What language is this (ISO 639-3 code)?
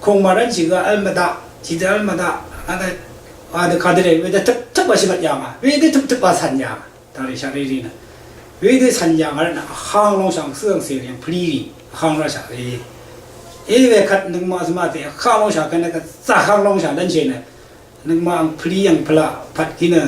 raw